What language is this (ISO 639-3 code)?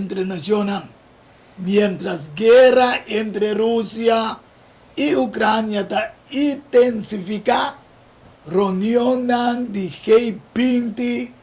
pap